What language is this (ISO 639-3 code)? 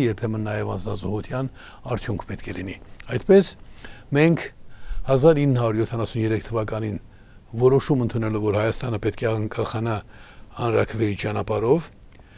hye